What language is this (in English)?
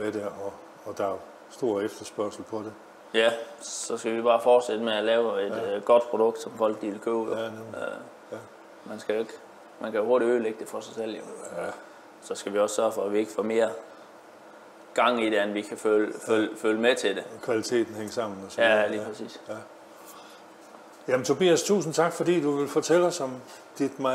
Danish